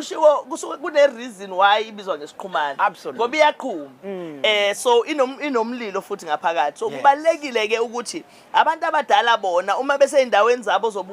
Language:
Zulu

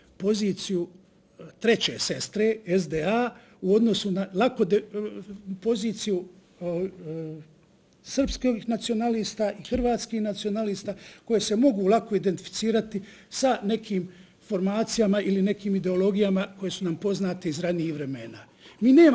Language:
Bosnian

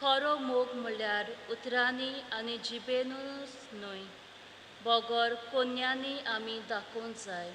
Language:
Konkani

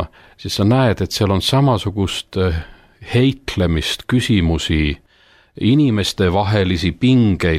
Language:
Estonian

